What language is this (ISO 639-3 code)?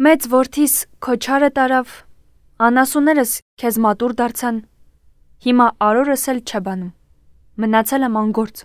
hye